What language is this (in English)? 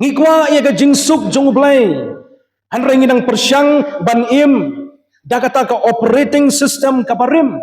Khasi